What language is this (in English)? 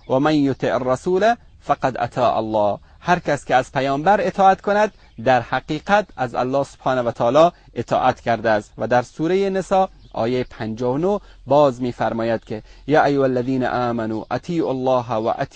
Persian